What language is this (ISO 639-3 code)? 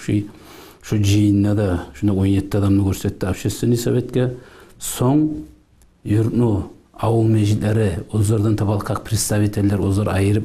kum